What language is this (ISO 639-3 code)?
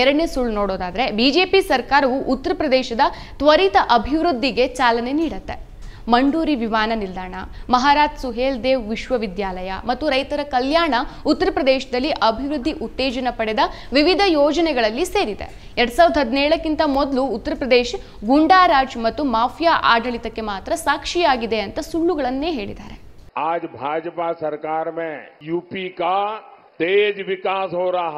kan